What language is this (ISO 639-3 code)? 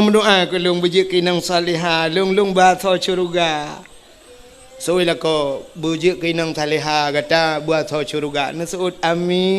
ace